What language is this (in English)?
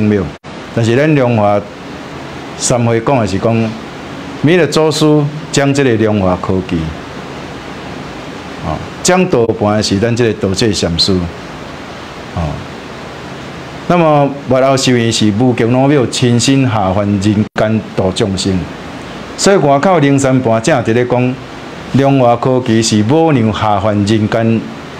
Min Nan Chinese